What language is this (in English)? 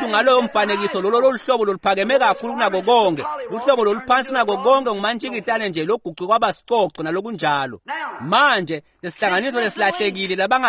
Swati